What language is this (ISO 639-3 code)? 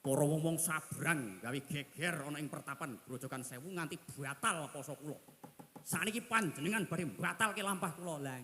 jav